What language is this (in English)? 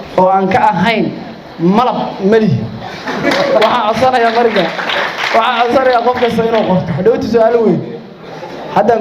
Somali